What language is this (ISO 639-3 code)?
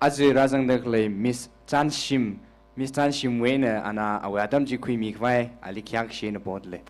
nmf